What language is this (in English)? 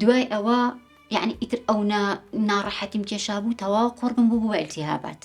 Central Kurdish